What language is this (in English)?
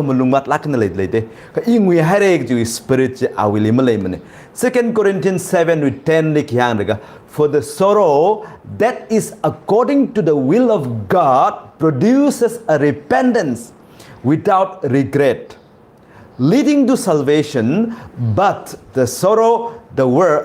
Tangkhul Naga (India)